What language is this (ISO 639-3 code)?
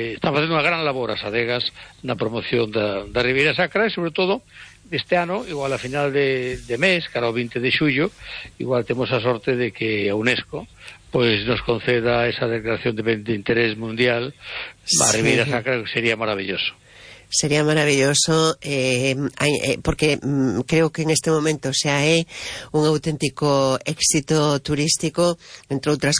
glg